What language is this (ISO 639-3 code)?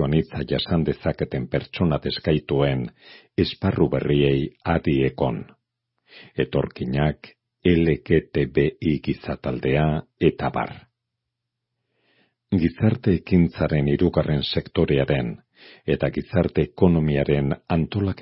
eus